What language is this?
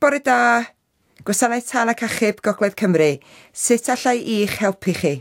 Welsh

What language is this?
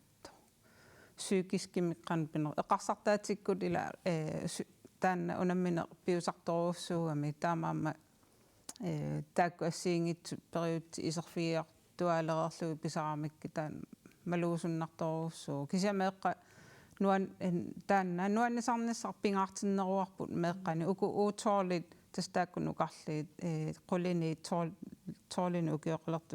Kalaallisut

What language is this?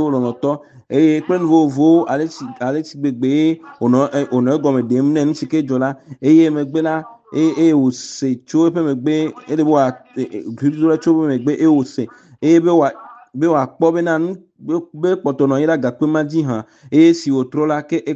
Ewe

